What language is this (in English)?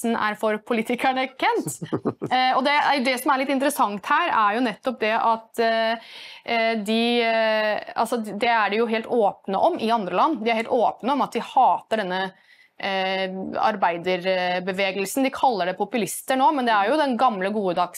Norwegian